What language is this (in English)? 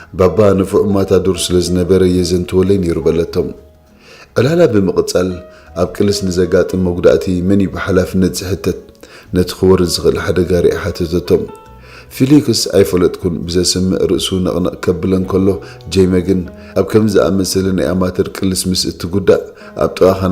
Tigrinya